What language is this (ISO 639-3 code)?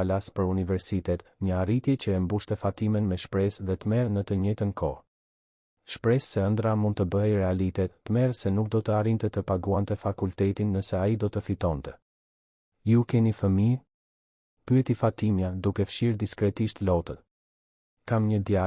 sqi